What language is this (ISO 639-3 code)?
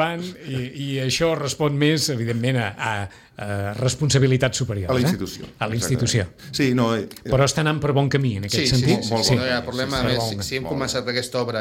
cat